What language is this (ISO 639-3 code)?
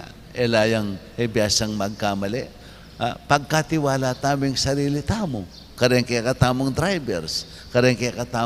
pam